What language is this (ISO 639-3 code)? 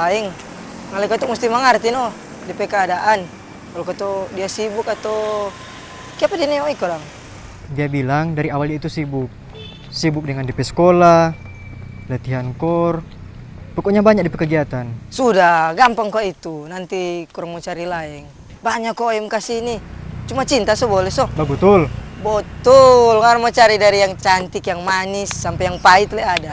xmm